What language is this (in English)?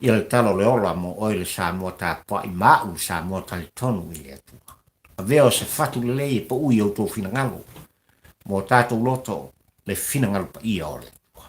Samoan